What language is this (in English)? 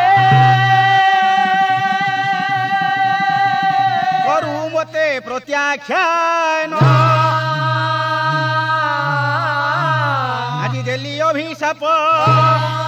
Odia